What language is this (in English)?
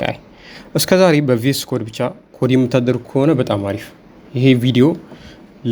Amharic